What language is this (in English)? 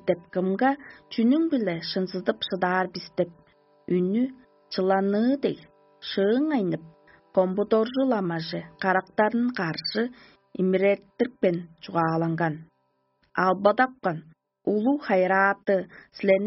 Tuvinian